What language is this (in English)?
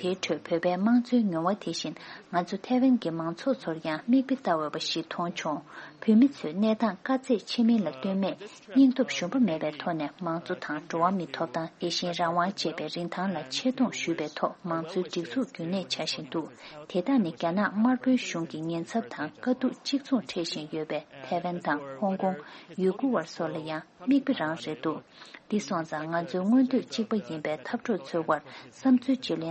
Tibetan